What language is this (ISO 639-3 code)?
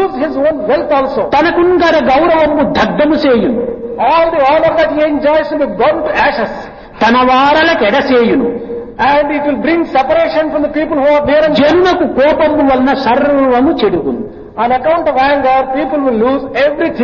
tel